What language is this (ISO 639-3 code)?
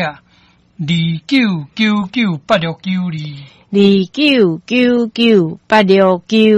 nan